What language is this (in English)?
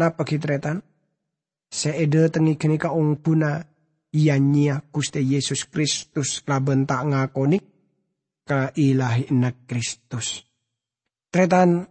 Madurese